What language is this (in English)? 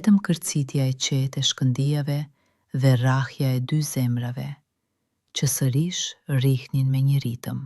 Albanian